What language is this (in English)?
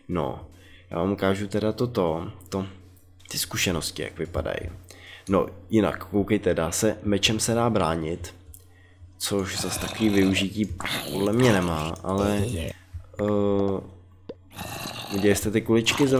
Czech